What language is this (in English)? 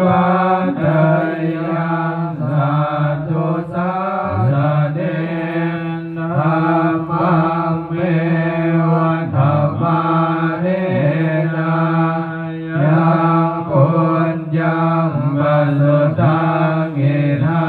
Pali